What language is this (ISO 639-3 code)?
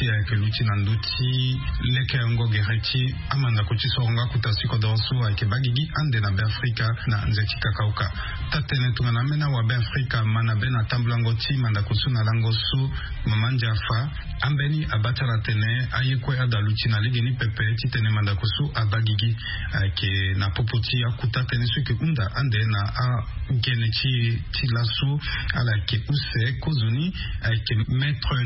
sag